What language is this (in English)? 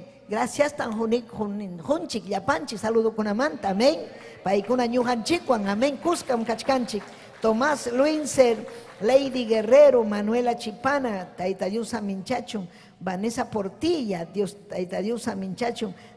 Ayacucho Quechua